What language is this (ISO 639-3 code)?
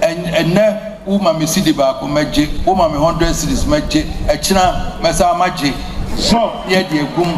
aka